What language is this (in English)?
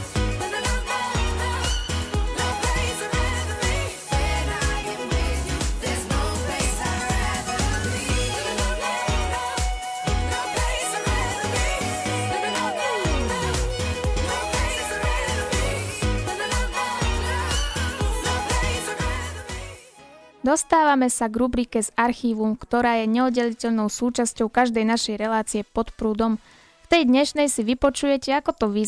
Slovak